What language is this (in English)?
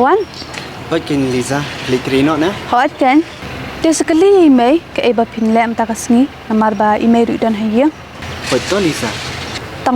Khasi